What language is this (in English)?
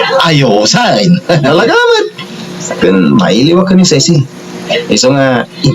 Iloko